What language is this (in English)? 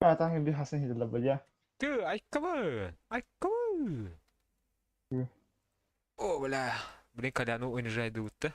Yakut